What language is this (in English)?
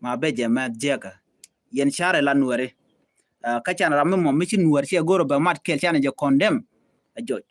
Nuer